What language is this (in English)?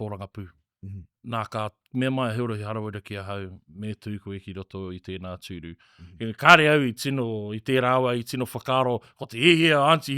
Māori